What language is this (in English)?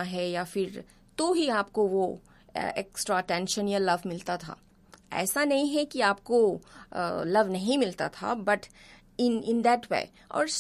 Hindi